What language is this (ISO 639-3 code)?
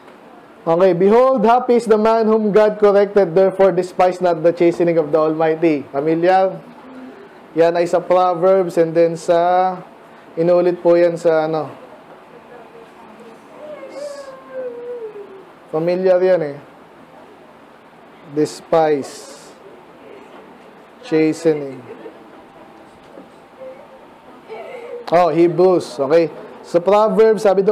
fil